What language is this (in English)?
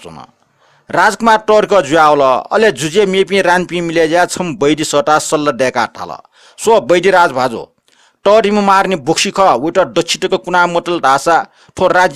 Newari